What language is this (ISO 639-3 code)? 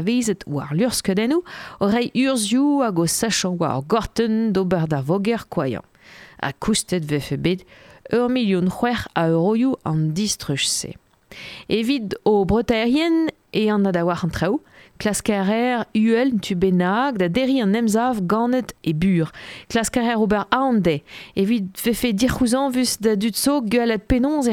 bre